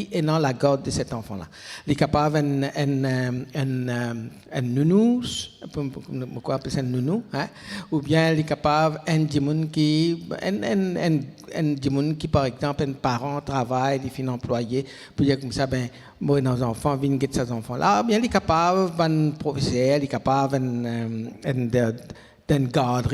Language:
Morisyen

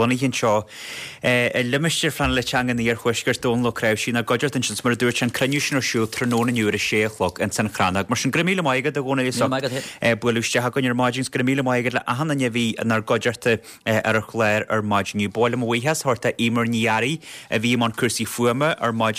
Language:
Irish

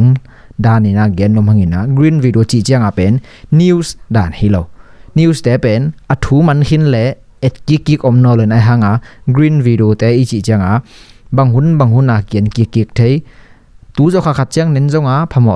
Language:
Tedim Chin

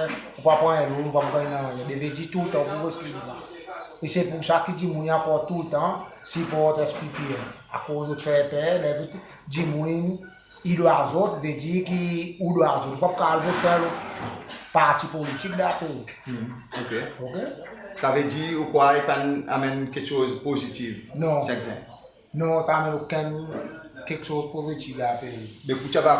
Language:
Seselwa Creole French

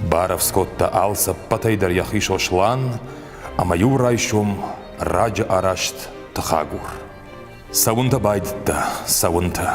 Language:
Ossetic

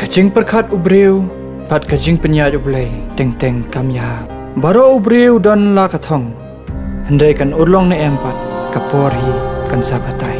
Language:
Khasi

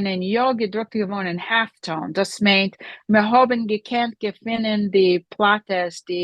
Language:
Yiddish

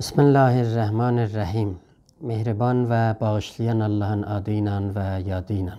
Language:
South Azerbaijani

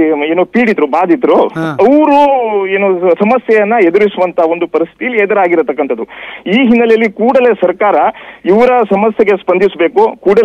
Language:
Kannada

